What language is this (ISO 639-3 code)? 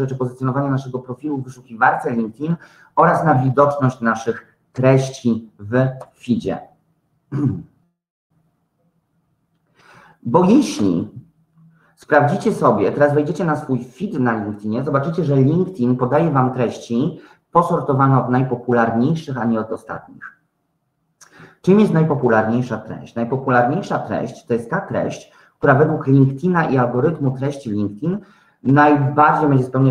pol